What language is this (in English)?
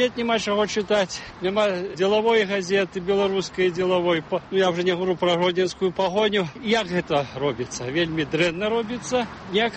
Belarusian